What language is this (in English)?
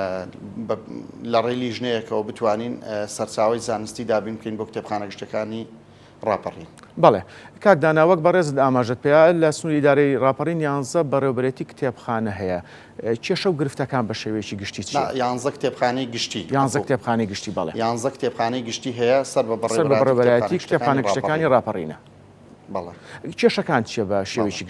Central Kurdish